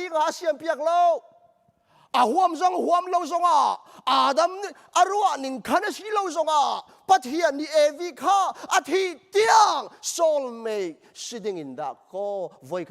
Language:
Hakha Chin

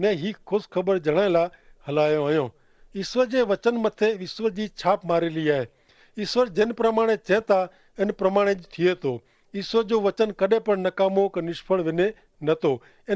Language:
Kachhi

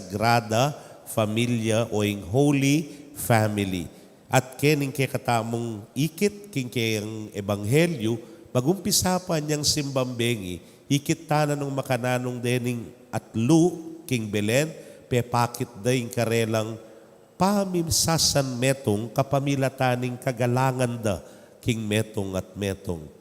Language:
Pampanga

